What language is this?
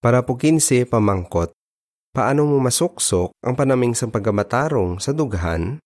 Hiligaynon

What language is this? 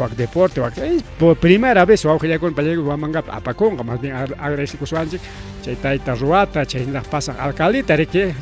Ayacucho Quechua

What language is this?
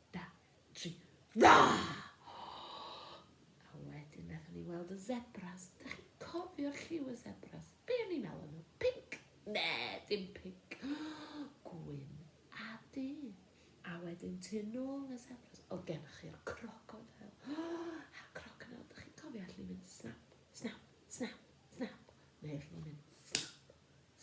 Welsh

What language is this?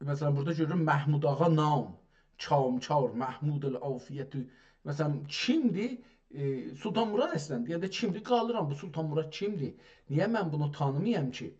South Azerbaijani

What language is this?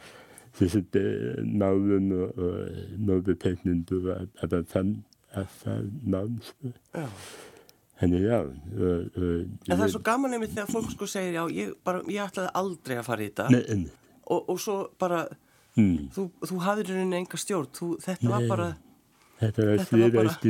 Icelandic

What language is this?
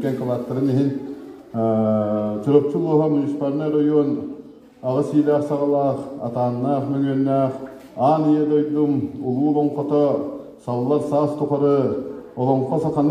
Yakut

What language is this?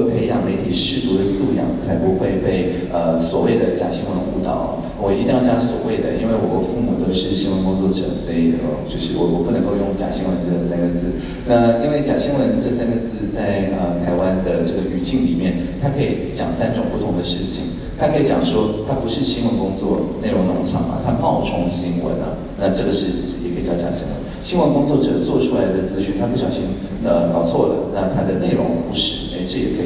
Chinese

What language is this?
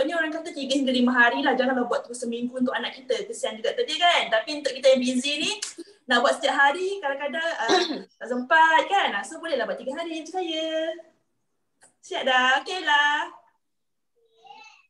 Malay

